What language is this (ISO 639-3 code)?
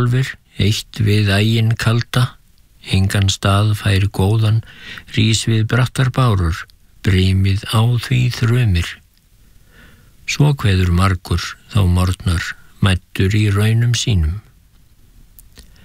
isl